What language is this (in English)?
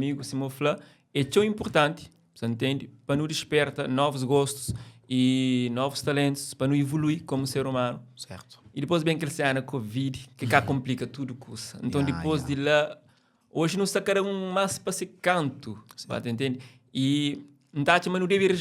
Kabuverdianu